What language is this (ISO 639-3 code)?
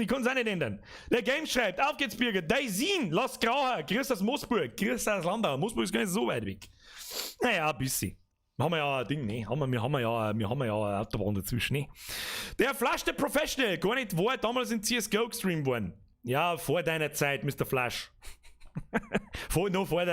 bar